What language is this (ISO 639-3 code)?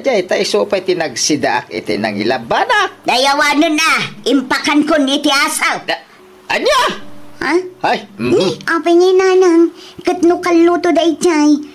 ilo